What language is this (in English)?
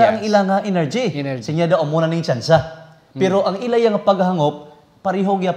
Hiligaynon